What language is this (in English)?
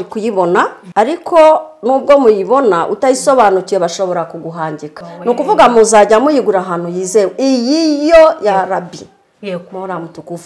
Kinyarwanda